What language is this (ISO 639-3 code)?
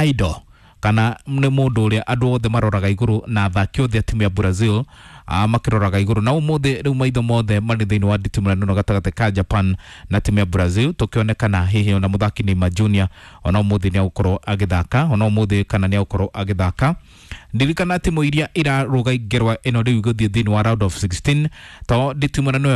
kik